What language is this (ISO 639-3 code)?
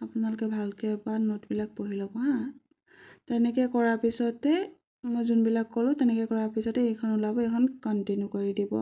asm